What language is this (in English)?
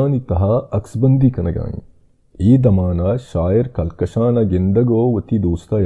Baluchi